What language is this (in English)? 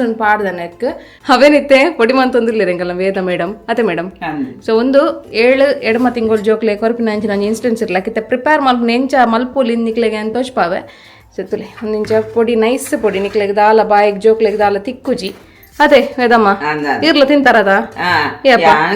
Tulu